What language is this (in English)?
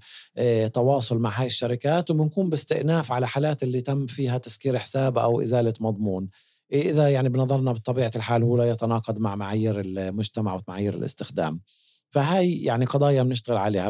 North Levantine Arabic